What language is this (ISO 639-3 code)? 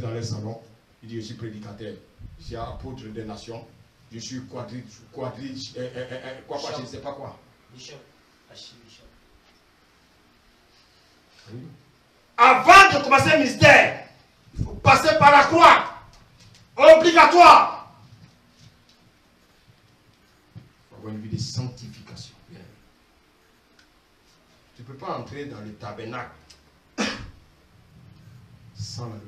fra